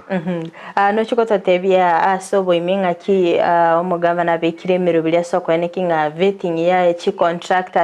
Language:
Gusii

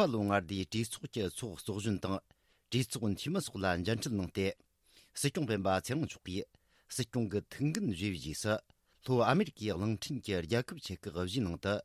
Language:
Tibetan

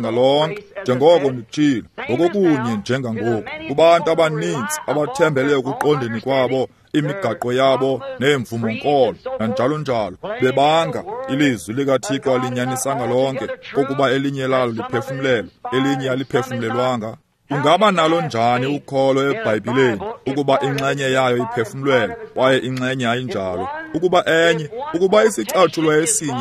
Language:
Xhosa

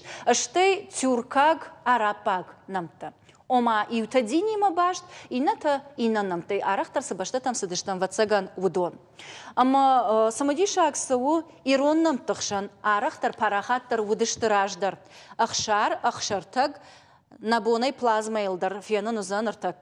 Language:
Ossetic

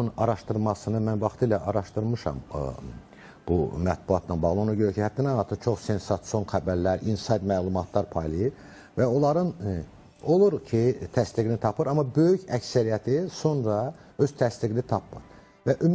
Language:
Azerbaijani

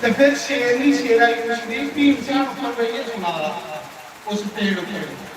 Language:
Dogri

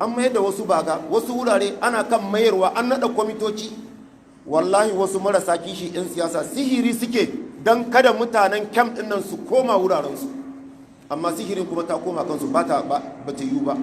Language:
Hausa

